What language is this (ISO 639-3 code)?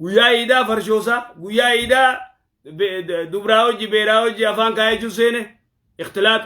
orm